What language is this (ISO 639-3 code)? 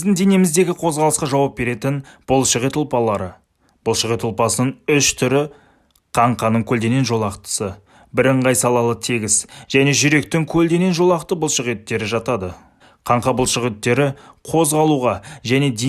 kaz